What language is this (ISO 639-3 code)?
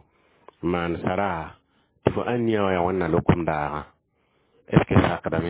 mos